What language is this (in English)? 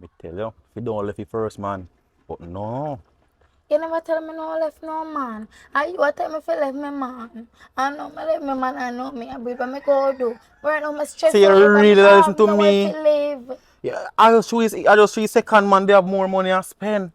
Jamaican Creole English